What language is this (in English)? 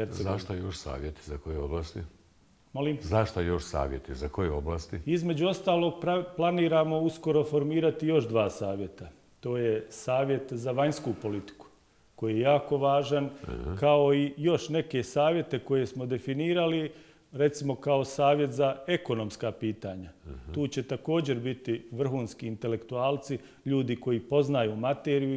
Bosnian